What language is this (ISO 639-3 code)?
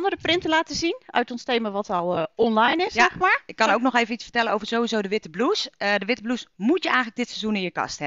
nld